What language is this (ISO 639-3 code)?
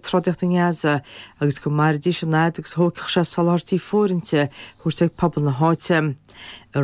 gle